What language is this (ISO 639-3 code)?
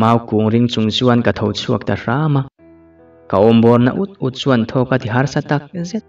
lus